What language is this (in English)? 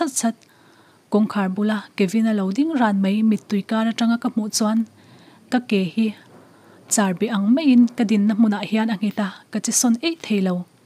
Mizo